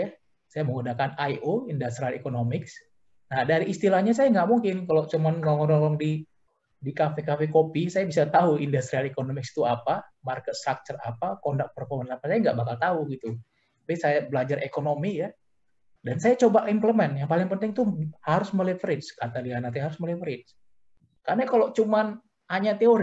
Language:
Indonesian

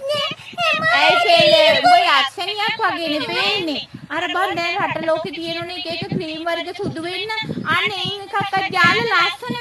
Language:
Sinhala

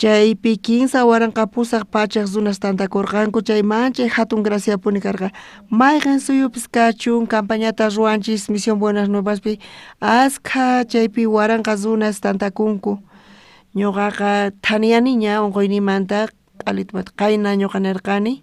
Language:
South Bolivian Quechua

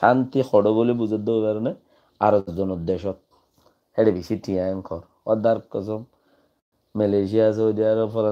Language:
Rohingya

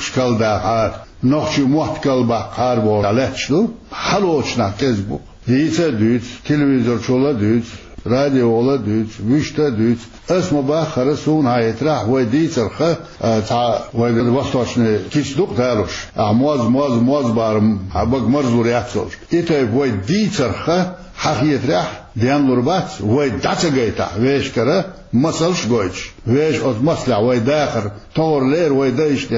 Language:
Chechen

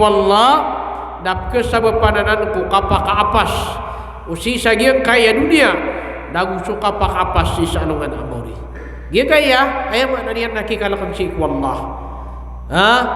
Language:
Maranao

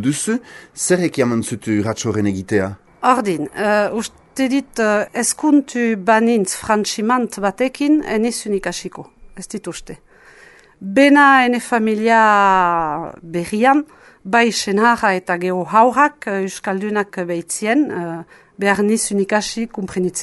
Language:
Basque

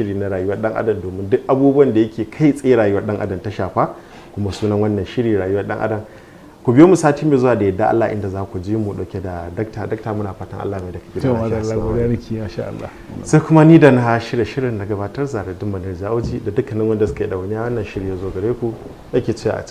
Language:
Hausa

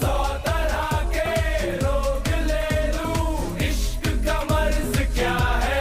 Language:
Konkani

